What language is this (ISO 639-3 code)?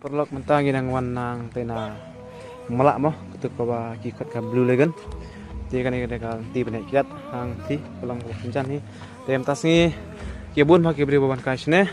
kha